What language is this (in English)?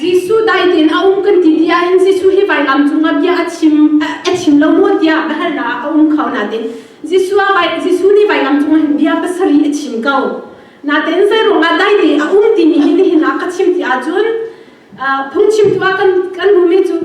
Hakha Chin